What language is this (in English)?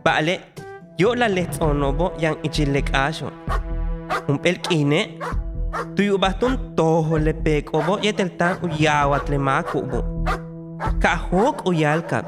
Yucateco